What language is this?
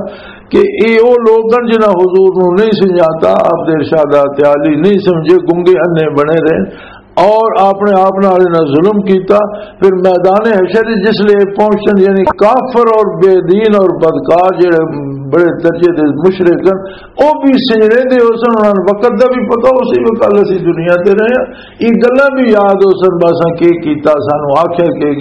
Western Panjabi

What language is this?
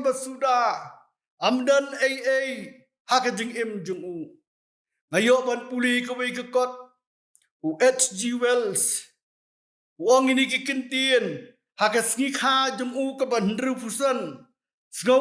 Khasi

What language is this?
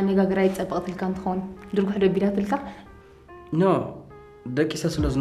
Tigrinya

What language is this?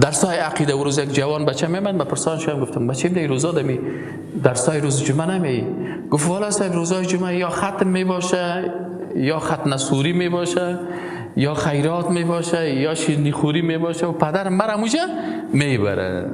Persian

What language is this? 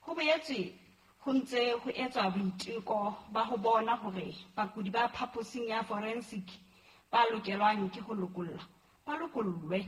Southern Sotho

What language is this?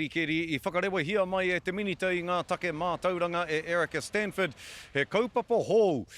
Māori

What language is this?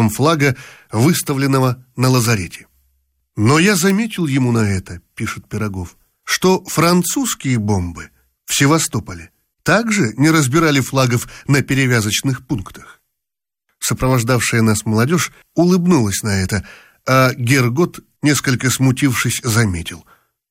Russian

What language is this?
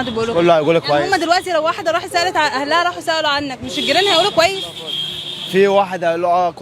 Egyptian Arabic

